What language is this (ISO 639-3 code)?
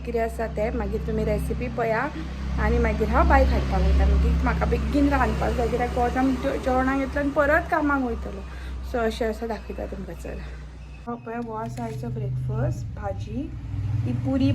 kok